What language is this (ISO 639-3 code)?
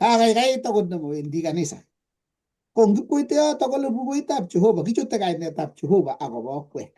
kln